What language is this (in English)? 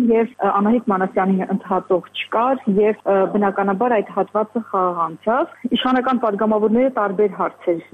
Armenian